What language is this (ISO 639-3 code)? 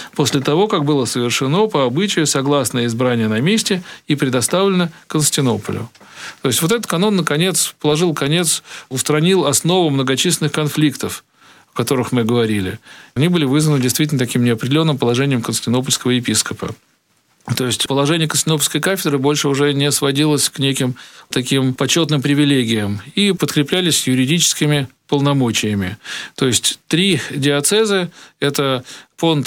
rus